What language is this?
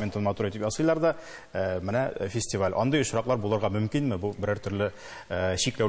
Tatar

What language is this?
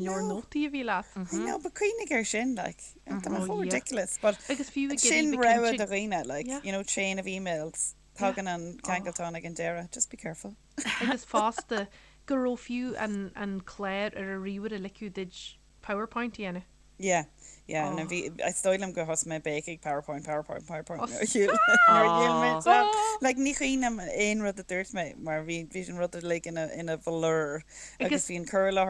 Irish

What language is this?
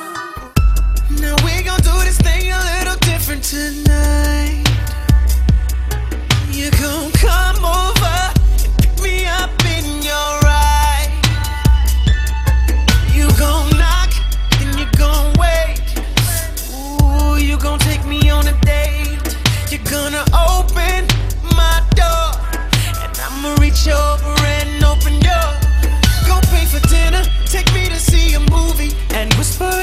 English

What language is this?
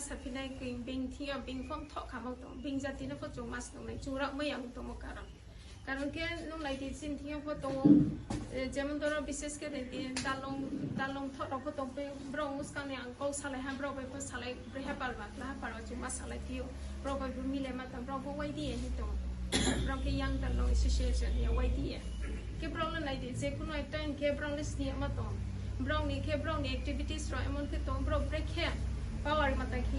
Riang (India)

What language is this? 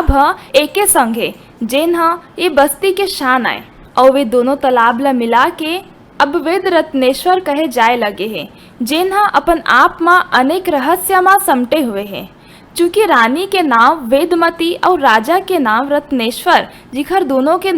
Chhattisgarhi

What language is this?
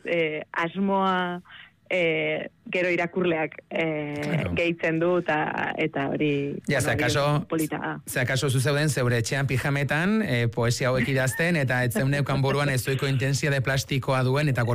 Basque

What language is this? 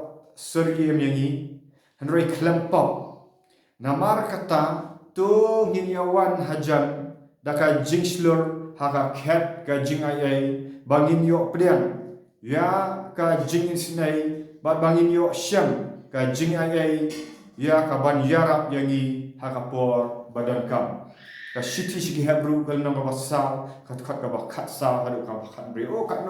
Khasi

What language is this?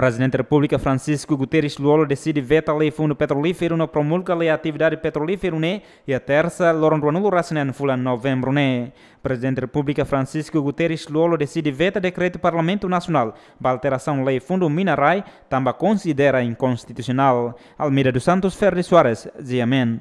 Tetum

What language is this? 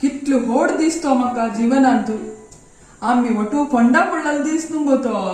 Konkani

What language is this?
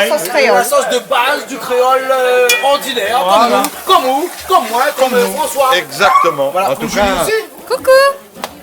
Réunion Creole French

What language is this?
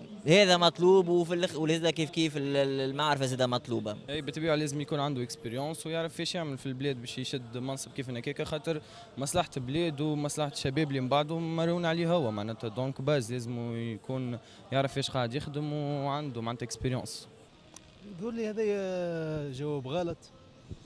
Tunisian Arabic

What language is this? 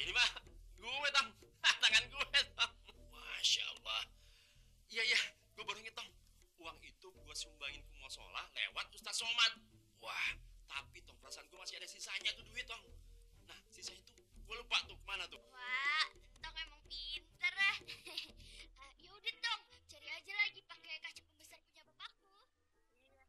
Betawi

